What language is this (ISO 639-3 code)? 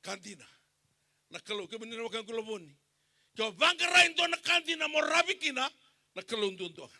fij